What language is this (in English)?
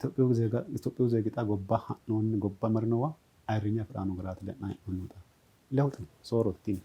Sidamo